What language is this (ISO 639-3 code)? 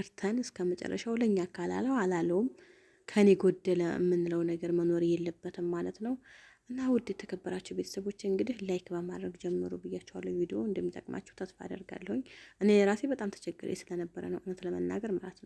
amh